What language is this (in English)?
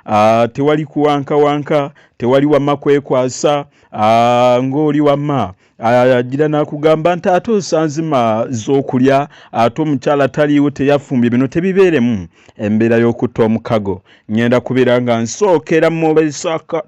Ganda